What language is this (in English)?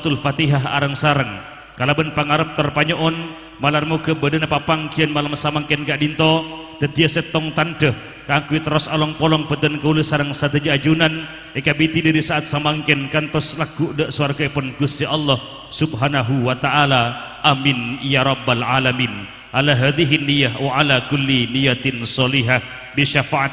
Madurese